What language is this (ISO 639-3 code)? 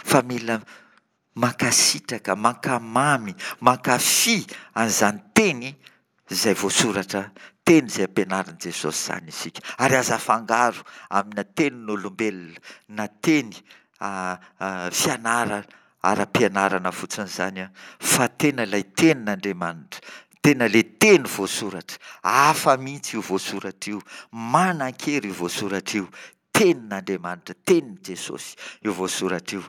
mlg